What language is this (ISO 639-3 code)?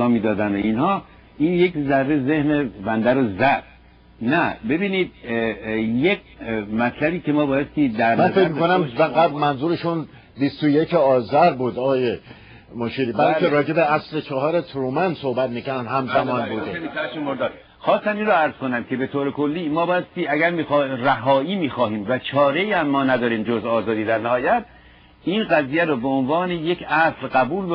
fas